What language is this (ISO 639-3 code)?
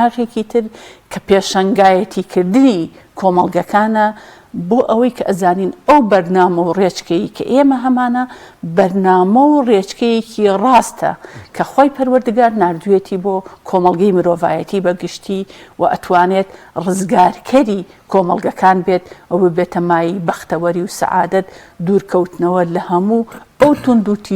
ckb